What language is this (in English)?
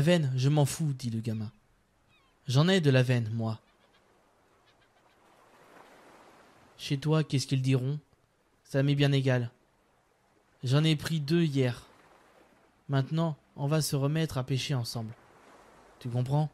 French